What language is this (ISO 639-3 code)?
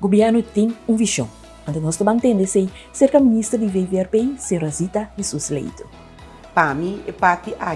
pap